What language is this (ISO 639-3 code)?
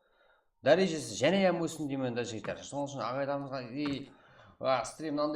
kaa